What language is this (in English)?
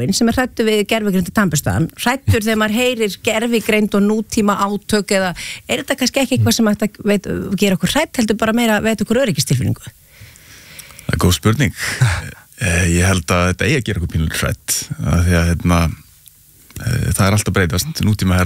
Icelandic